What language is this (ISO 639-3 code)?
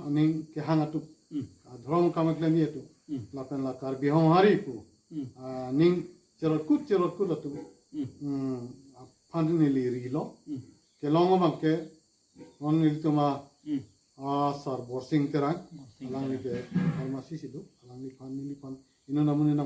mjw